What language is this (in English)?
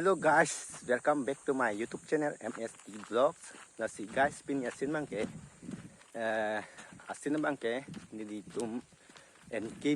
Karbi